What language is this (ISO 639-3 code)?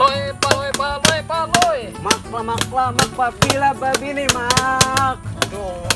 bjn